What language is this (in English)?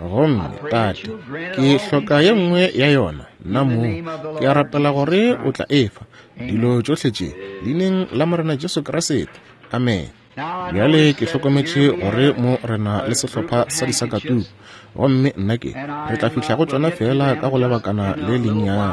Northern Sotho